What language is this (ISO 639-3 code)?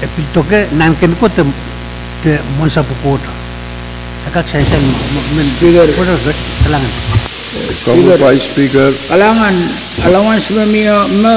pon